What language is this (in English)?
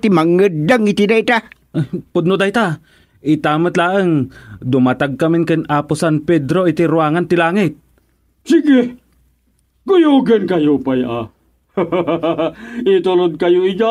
Iloko